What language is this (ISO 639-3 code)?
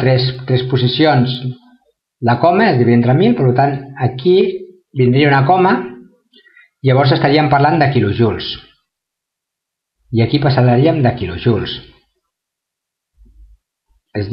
cat